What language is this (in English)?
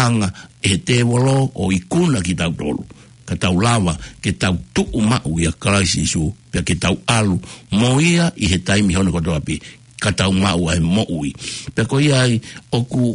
Tongan